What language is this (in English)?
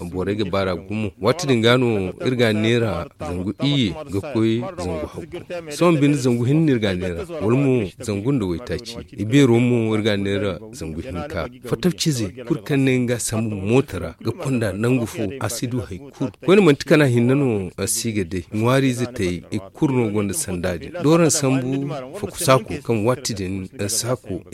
Zarma